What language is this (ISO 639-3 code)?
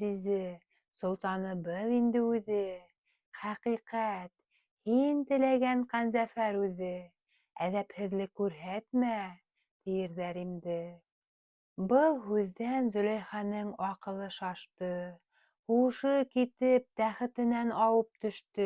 bak